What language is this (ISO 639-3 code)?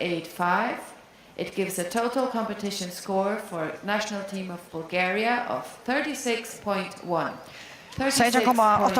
fao